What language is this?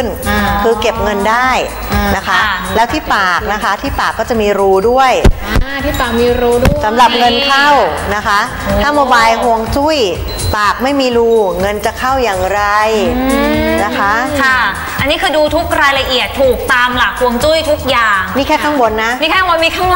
Thai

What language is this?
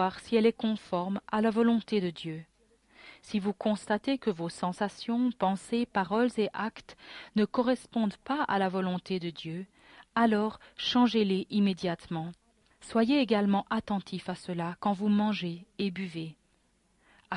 French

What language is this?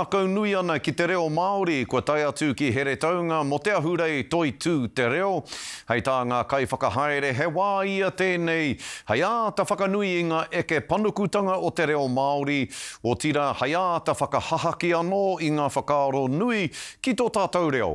Māori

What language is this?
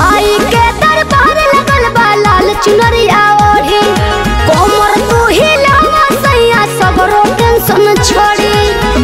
Bhojpuri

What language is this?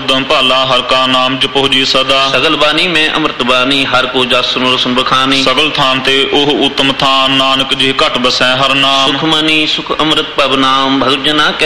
Punjabi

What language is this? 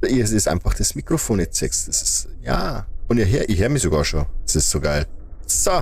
Bavarian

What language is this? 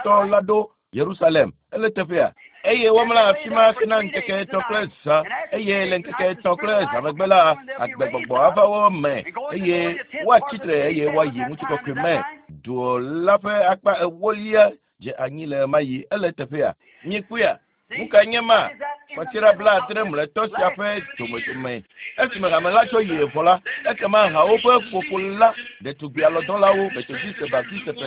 Ewe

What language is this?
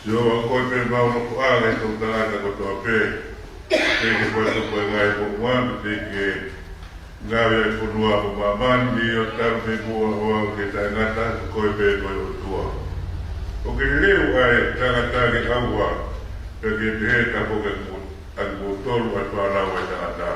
Tongan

